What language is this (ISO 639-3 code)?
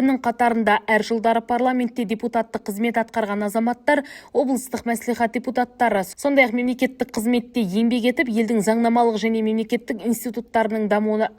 kaz